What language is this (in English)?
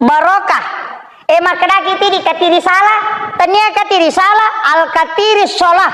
Buginese